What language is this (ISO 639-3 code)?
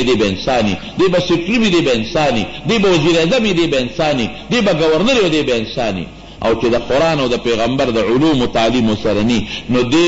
pus